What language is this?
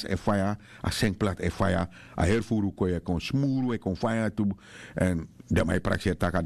Sranan Tongo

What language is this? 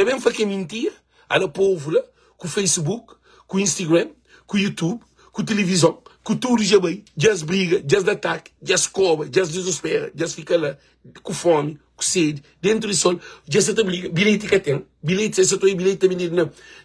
Kabuverdianu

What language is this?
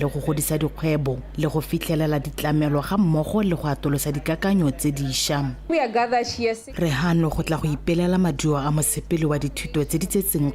Tswana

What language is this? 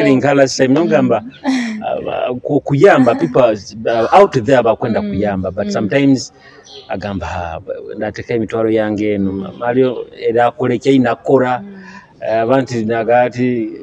Nyoro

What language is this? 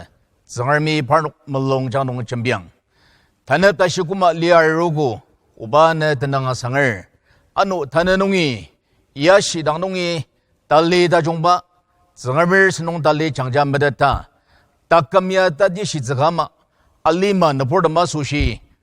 Ao Naga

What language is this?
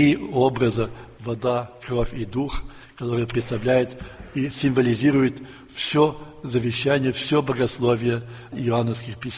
Russian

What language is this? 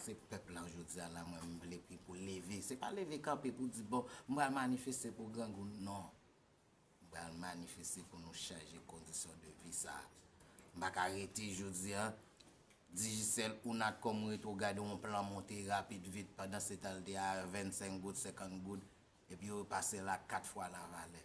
Haitian Creole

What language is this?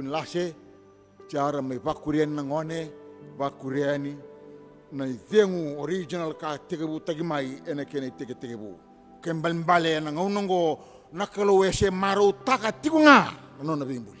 Fijian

